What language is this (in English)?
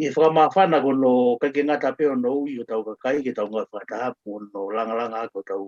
Tongan